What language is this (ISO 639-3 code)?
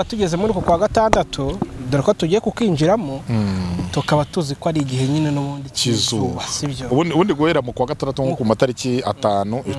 kin